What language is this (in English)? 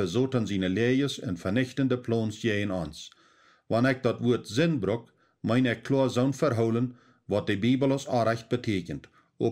Plautdietsch